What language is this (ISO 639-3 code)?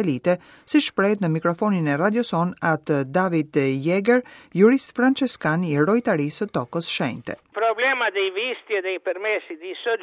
sqi